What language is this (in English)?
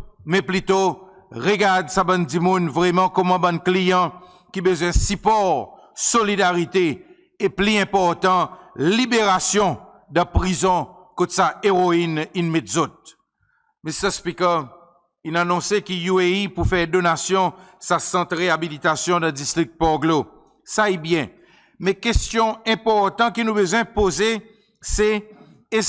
Seselwa Creole French